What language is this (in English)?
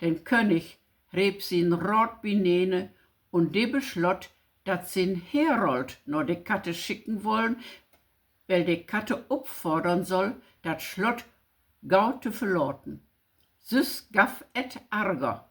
Low German